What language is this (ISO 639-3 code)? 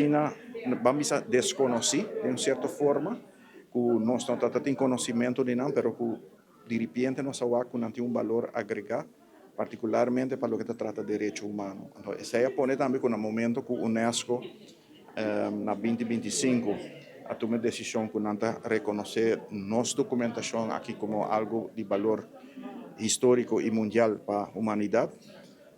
pap